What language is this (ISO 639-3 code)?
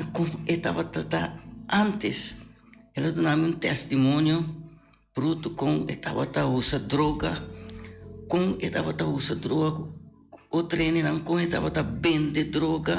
pap